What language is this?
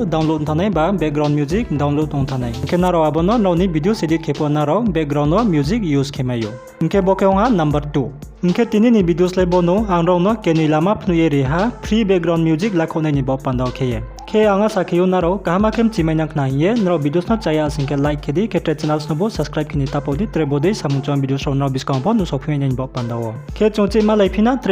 Riang (India)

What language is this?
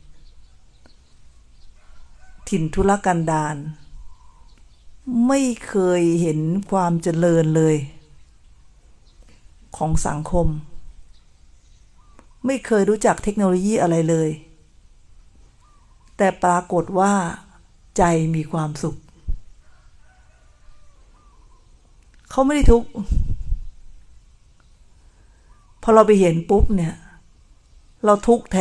Thai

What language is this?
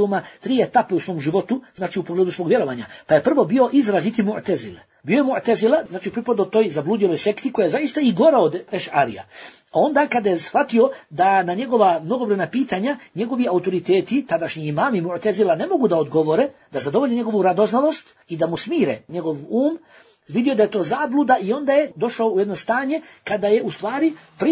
Bosnian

